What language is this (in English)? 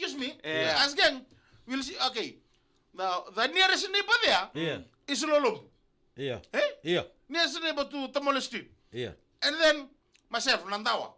Fijian